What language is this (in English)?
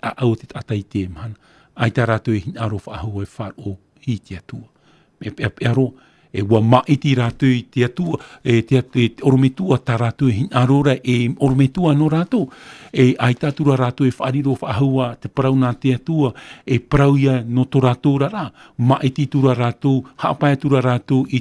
Tahitian